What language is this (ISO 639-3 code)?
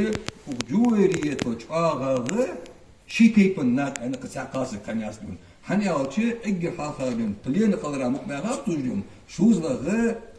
inh